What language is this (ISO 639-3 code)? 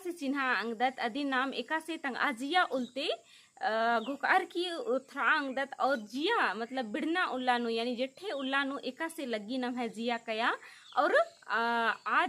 kru